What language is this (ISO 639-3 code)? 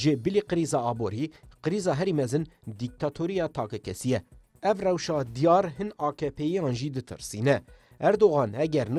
kur